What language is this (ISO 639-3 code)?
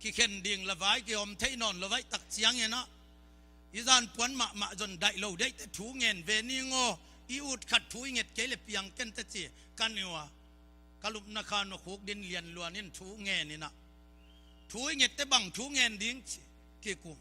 ctd